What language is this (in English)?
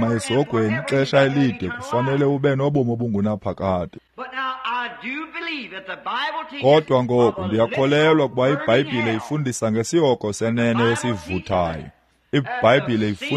Xhosa